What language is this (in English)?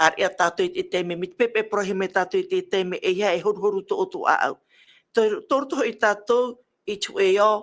Tahitian